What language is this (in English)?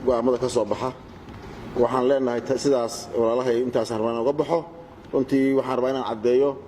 Somali